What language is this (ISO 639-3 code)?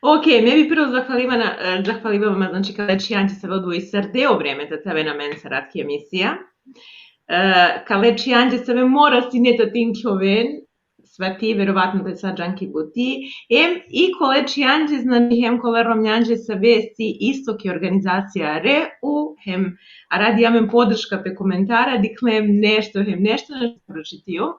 rmn